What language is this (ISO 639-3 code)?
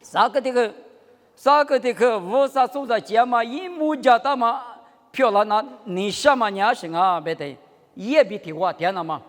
lis